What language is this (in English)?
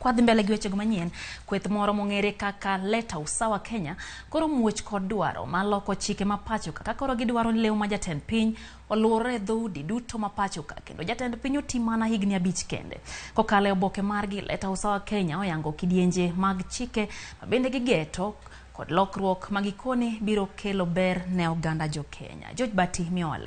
Luo (Kenya and Tanzania)